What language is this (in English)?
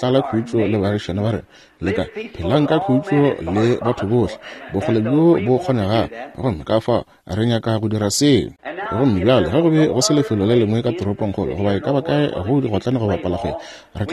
Northern Sotho